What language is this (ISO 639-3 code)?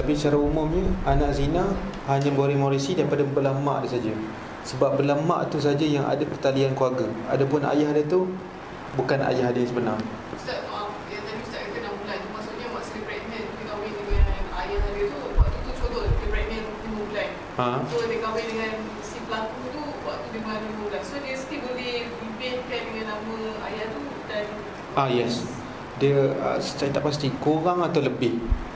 msa